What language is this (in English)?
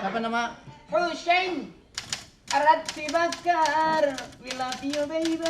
Betawi